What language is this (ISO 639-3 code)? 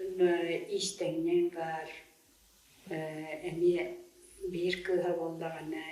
sah